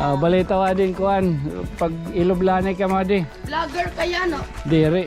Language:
Waray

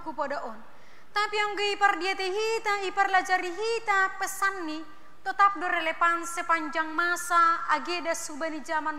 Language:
Batak Simalungun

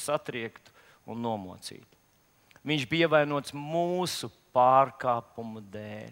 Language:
Latvian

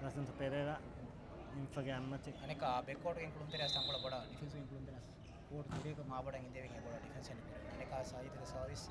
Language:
Divehi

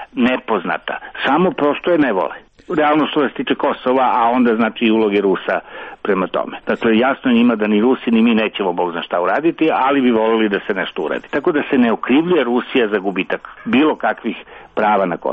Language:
Serbian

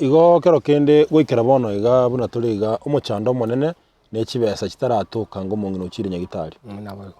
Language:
Gusii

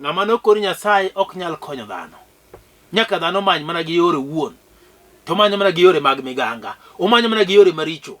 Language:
Luo (Kenya and Tanzania)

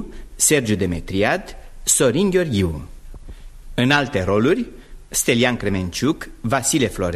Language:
Romanian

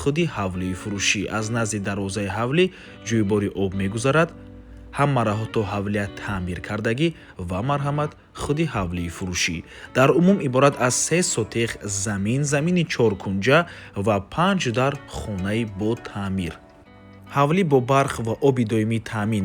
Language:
Tajik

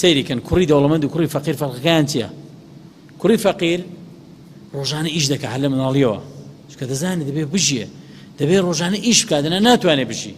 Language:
Central Kurdish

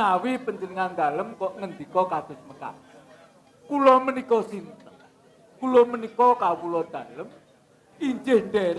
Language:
Javanese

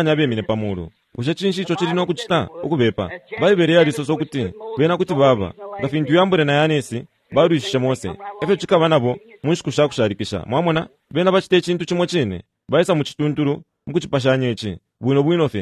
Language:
Bemba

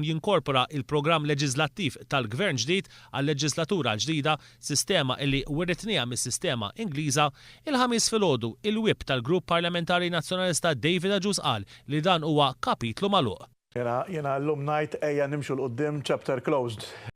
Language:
Maltese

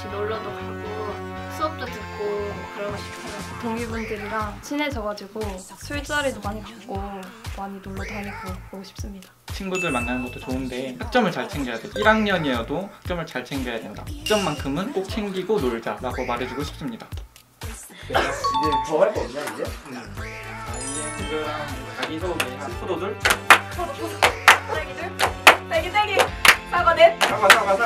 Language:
Korean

